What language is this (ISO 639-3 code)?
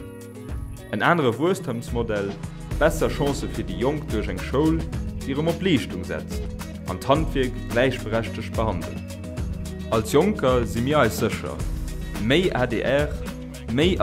ltz